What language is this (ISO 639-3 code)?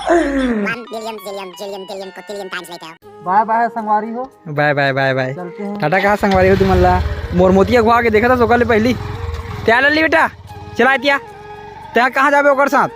hne